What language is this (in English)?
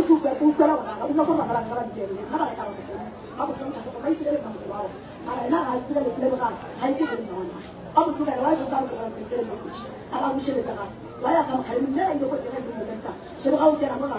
Northern Sotho